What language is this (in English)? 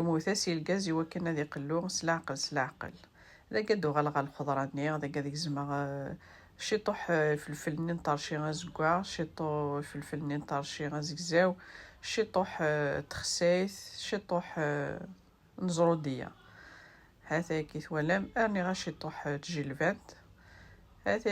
Kabyle